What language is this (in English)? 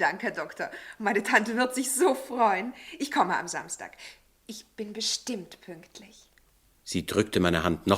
Swiss German